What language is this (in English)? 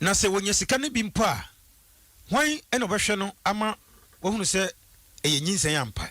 Akan